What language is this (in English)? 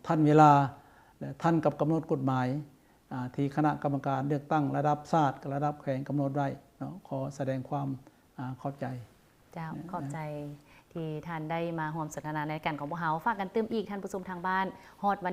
Lao